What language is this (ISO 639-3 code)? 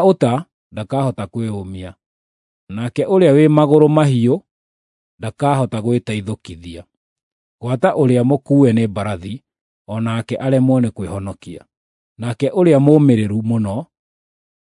kik